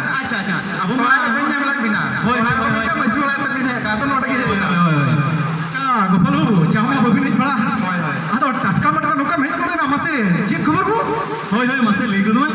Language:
Santali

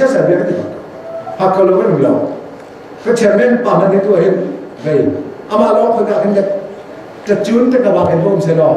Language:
Hakha Chin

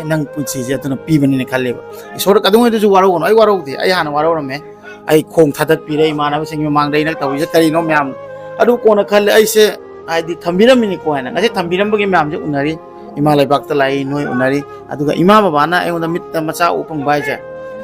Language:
Manipuri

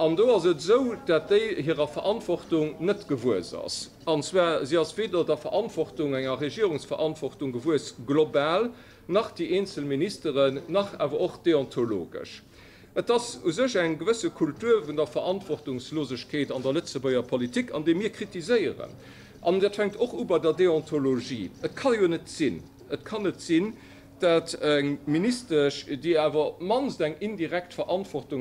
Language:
Luxembourgish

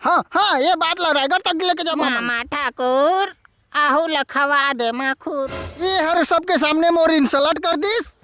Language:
Chhattisgarhi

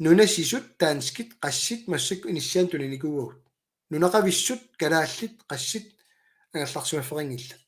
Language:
Kalaallisut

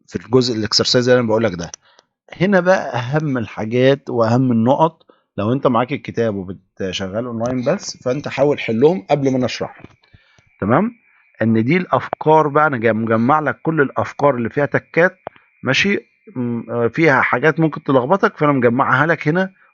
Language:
Egyptian Arabic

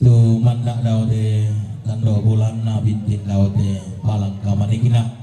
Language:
Toraja-Sa'dan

